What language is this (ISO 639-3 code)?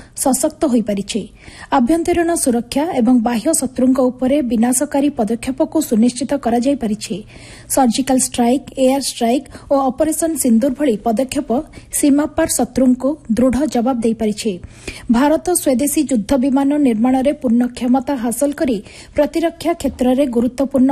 ori